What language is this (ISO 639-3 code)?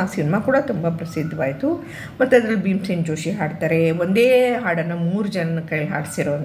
kan